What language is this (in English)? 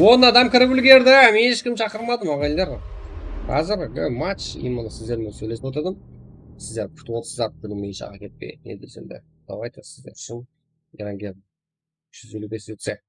Kara-Kalpak